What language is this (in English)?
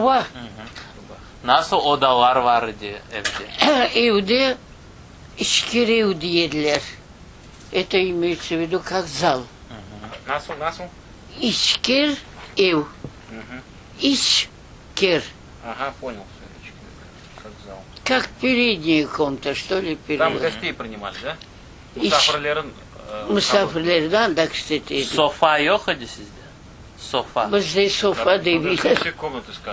Crimean Tatar